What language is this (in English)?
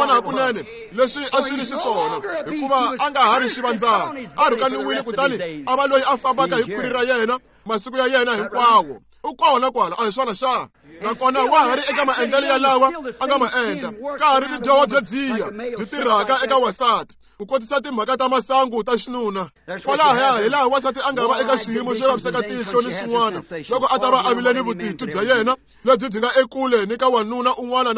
Tsonga